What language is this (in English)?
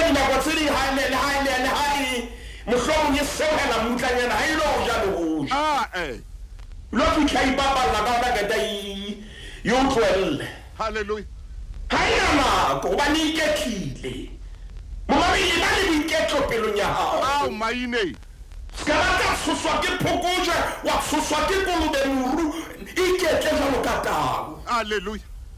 Southern Sotho